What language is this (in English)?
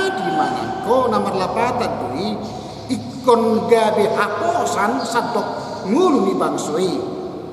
Batak Toba